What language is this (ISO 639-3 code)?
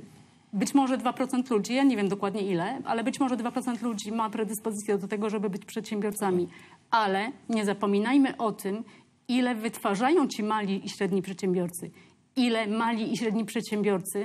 pol